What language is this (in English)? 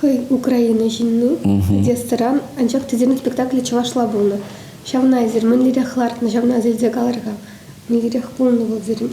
Chuvash